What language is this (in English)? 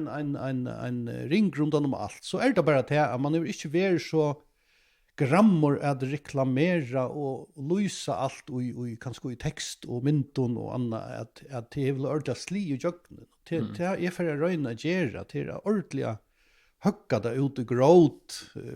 Faroese